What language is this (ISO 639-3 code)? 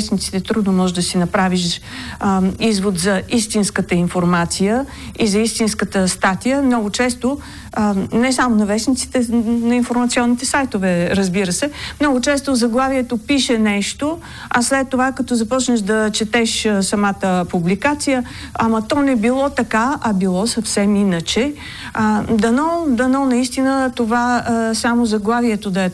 bul